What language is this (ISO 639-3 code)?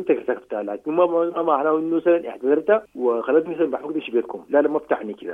apd